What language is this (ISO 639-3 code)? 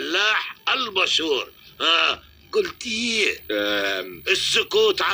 arz